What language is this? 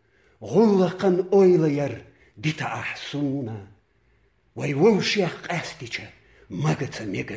Chechen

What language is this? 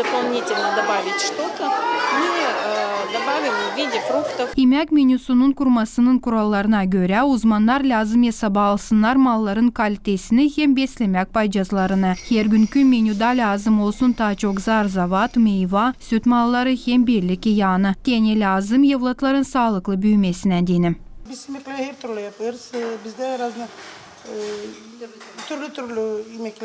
Gagauz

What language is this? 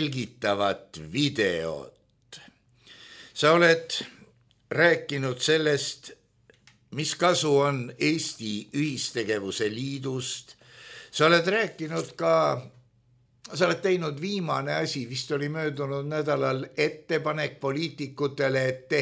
Estonian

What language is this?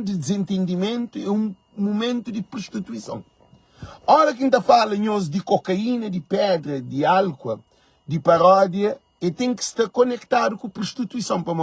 Kabuverdianu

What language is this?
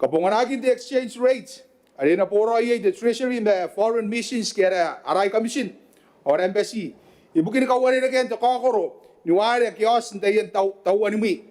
Gilbertese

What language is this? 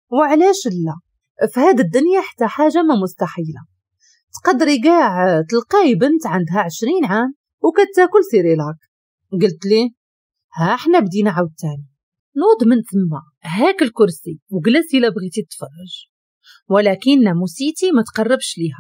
Moroccan Arabic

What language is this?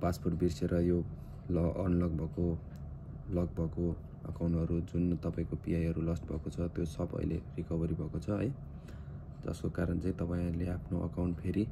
Nepali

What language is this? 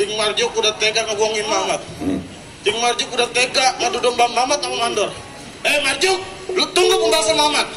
Betawi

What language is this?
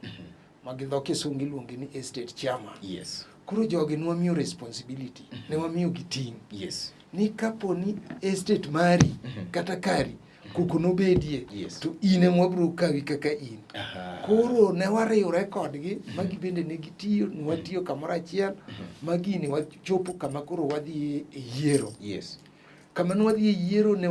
Luo (Kenya and Tanzania)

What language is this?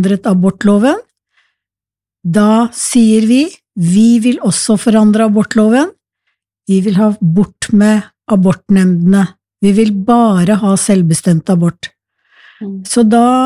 Norwegian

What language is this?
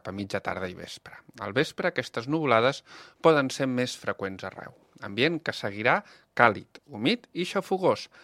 Catalan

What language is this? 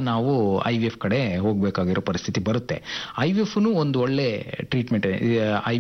Kannada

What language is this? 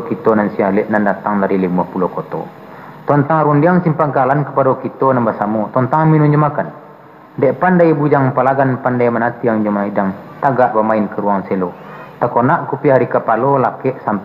Minangkabau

